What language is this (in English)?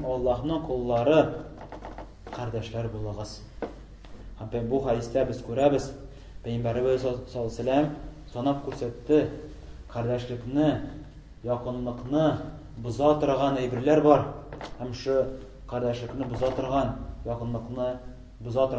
Tatar